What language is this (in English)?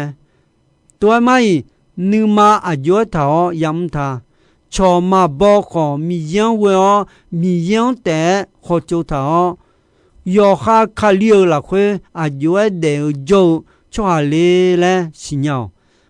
Akha